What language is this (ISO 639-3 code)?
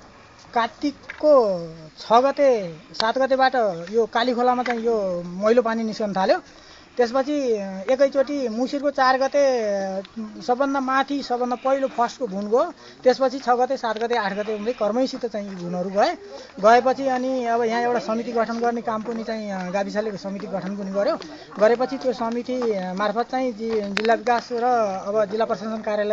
nep